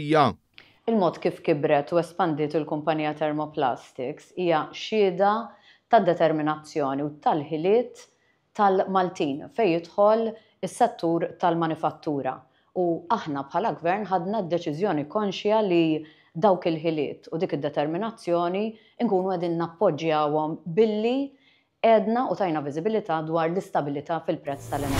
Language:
Maltese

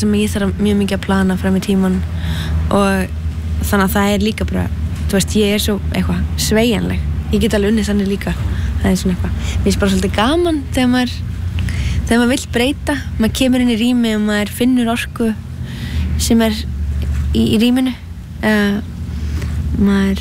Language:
Icelandic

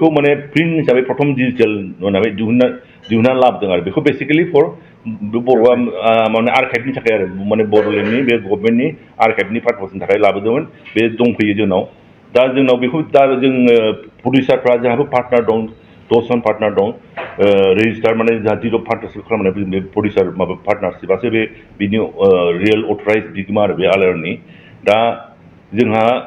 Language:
Bodo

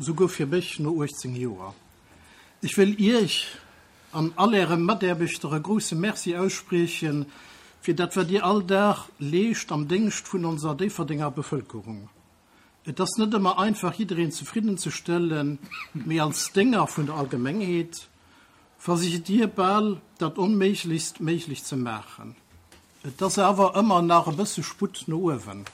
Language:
Luxembourgish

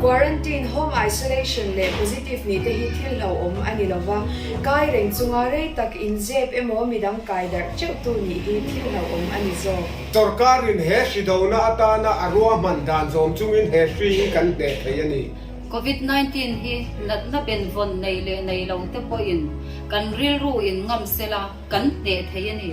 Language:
Mizo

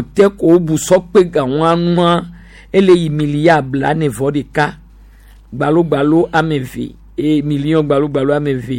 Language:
Gen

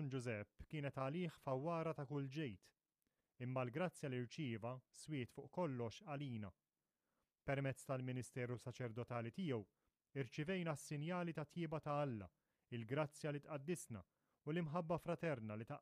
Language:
Maltese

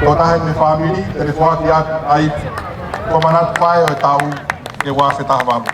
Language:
Tongan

